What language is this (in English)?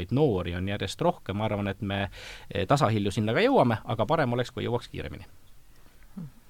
Estonian